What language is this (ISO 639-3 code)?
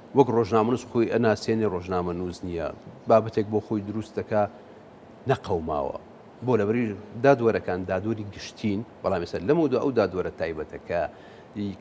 ckb